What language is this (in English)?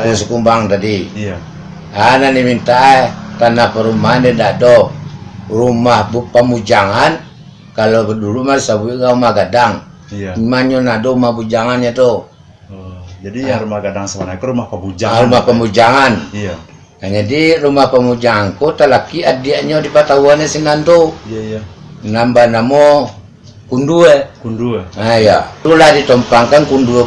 Minangkabau